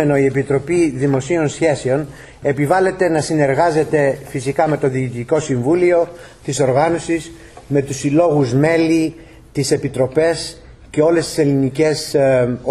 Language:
Greek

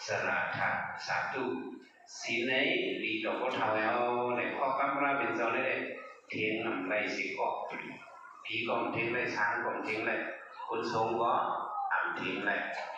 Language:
Shan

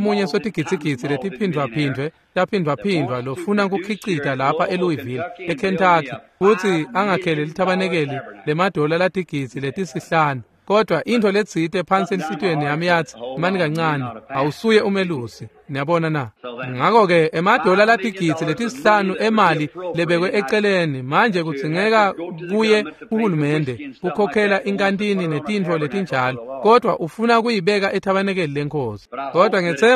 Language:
Swati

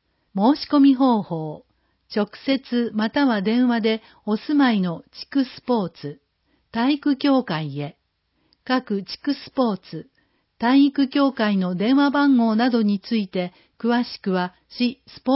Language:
Japanese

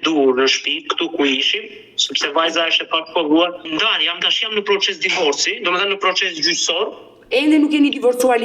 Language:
Albanian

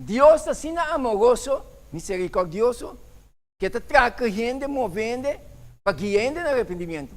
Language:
Papiamento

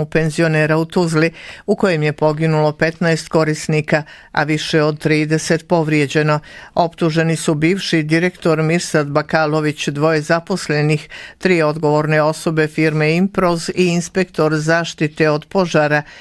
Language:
Bosnian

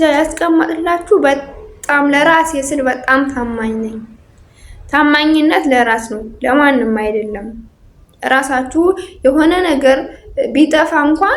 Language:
Amharic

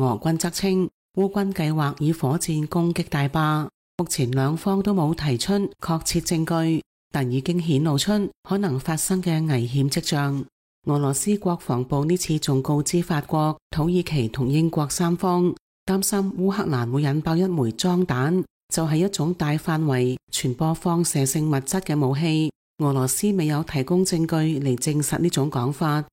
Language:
Cantonese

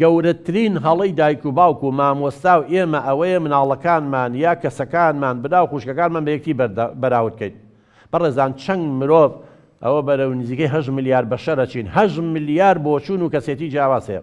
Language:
Central Kurdish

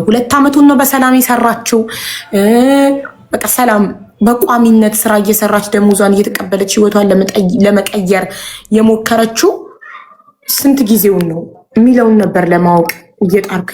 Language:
Amharic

